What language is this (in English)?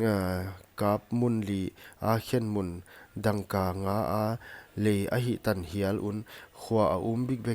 Paite Chin